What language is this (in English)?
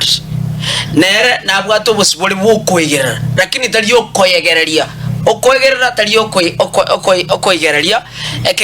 Gusii